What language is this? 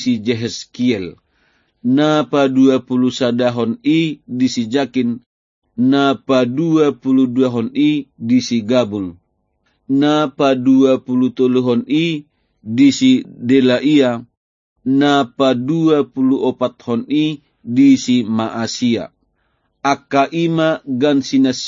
Batak Toba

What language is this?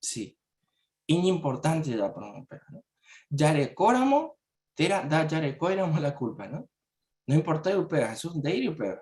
Guarani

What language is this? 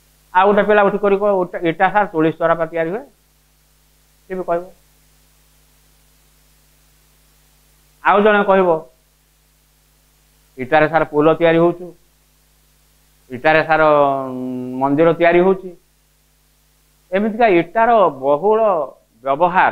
Odia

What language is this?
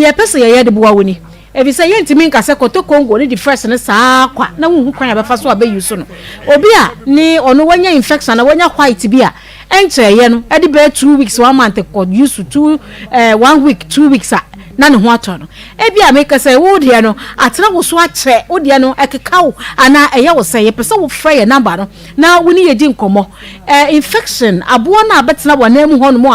Akan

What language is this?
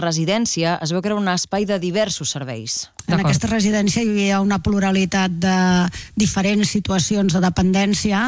Catalan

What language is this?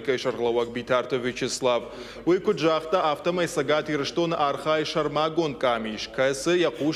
Ossetic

